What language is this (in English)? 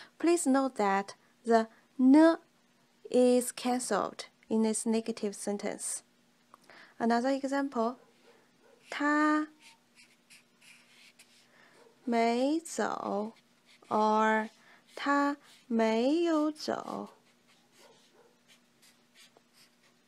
English